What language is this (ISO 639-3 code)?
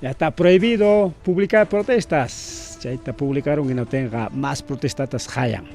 quy